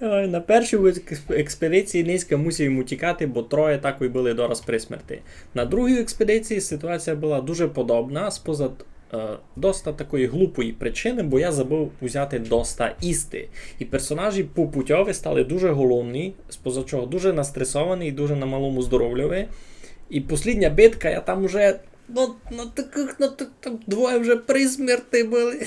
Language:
Rusyn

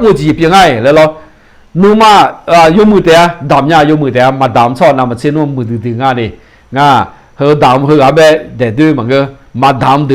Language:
Akha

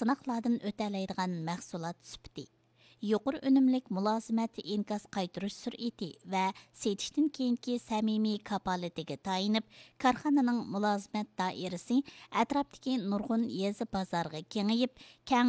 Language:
Uyghur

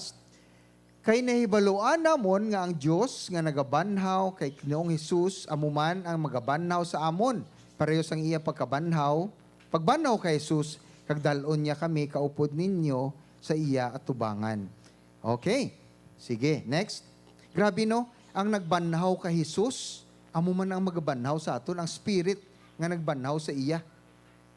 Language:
Hiligaynon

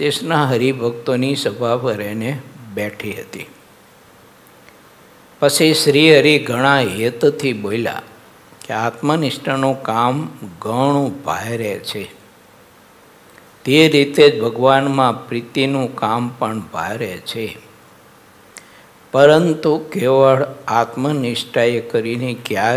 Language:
Gujarati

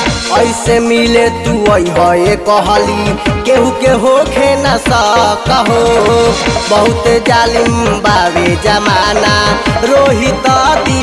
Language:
Bhojpuri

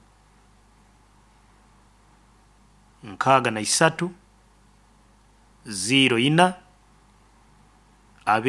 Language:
Nyoro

